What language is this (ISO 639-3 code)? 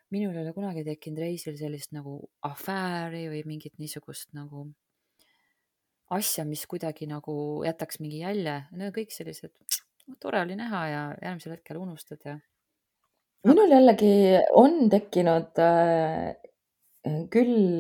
est